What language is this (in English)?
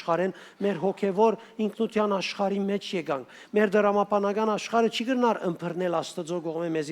Western Armenian